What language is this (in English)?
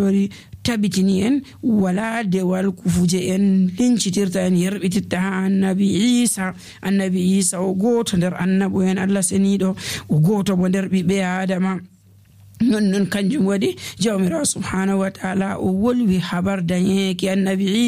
Nigerian Fulfulde